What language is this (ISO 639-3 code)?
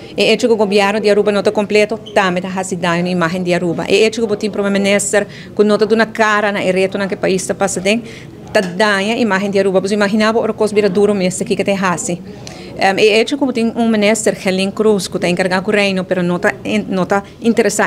pap